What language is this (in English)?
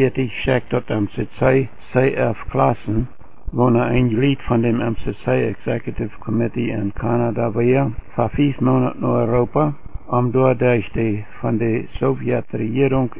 Plautdietsch